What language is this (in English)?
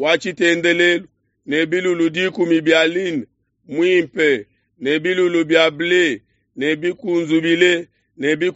Luba-Lulua